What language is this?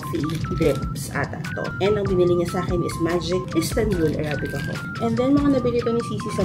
Filipino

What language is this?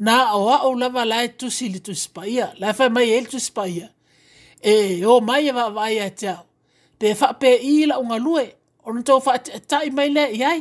Samoan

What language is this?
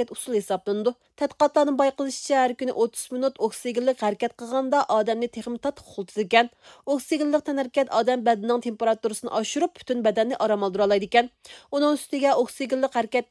Uyghur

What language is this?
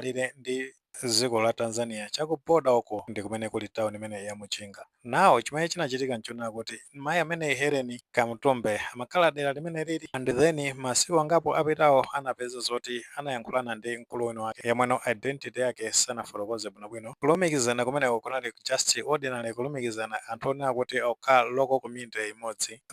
Nyanja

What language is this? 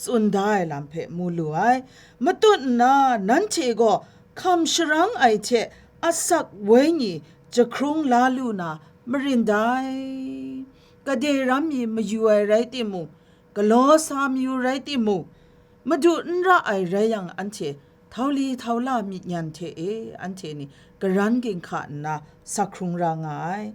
Kachin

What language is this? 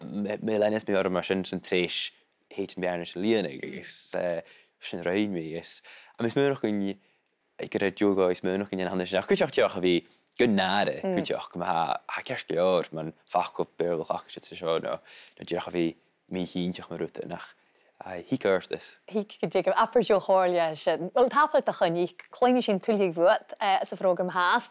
Scottish Gaelic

